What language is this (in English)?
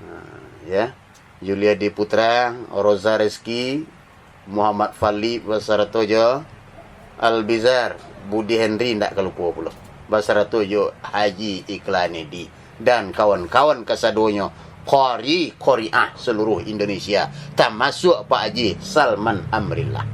Minangkabau